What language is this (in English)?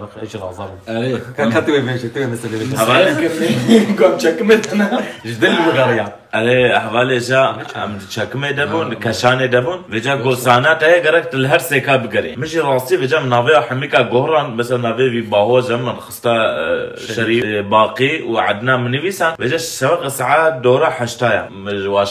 Kurdish